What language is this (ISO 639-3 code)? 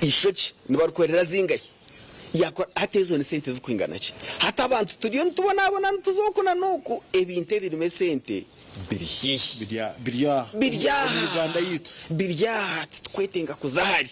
nyn